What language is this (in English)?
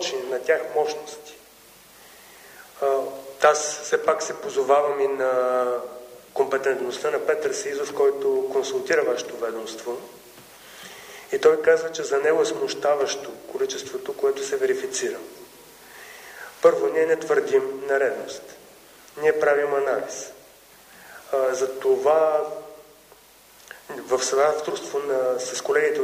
Bulgarian